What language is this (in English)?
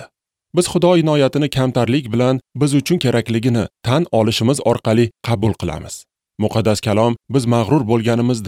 Uzbek